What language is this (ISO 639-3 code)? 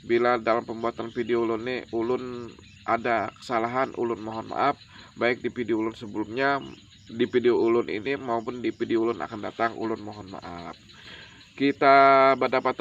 bjn